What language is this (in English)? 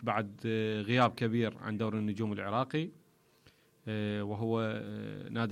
Mesopotamian Arabic